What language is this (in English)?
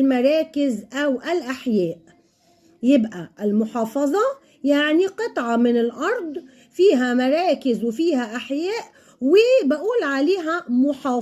Egyptian Arabic